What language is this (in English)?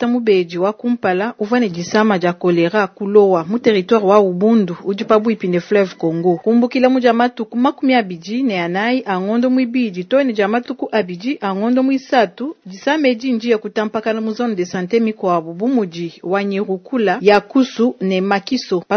Luba-Lulua